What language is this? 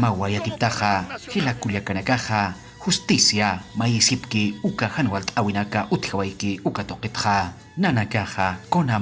Aymara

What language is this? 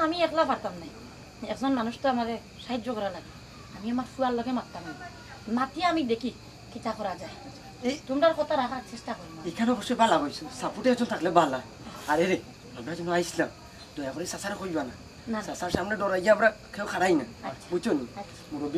Sylheti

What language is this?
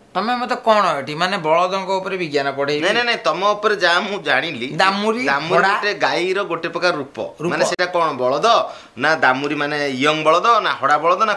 Odia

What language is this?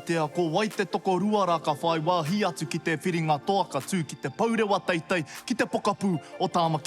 Māori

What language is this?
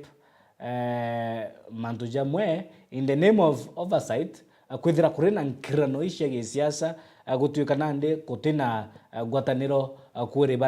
Meru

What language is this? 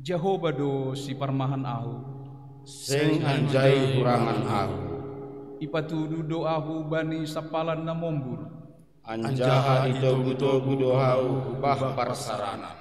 Batak Simalungun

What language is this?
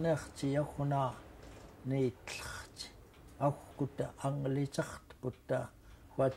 Central Yupik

